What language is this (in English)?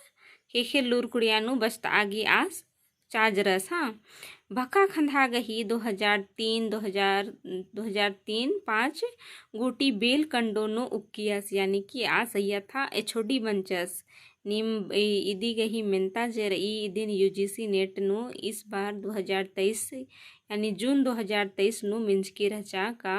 Kurukh